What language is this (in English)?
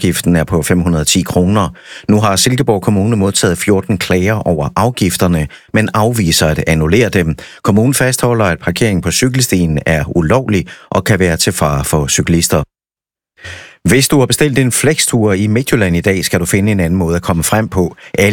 Danish